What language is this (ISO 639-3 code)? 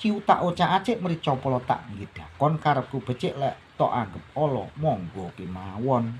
jav